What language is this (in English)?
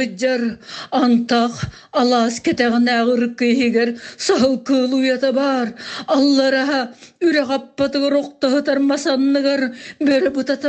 Yakut